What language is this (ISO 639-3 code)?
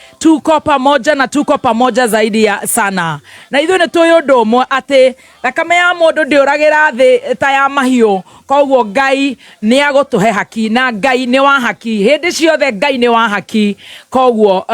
kik